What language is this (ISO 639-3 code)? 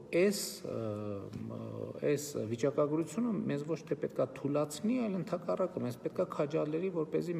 hye